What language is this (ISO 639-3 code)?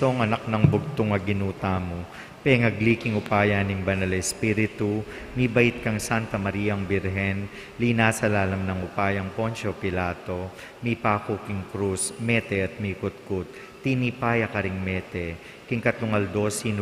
pam